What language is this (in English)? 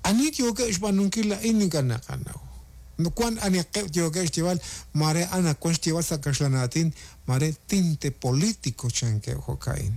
Kekchí